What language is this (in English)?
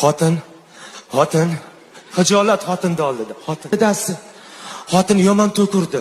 Uzbek